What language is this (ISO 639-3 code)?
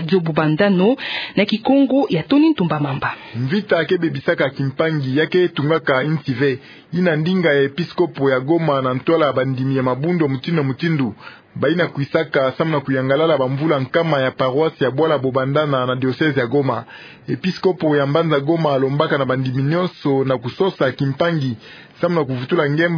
ktu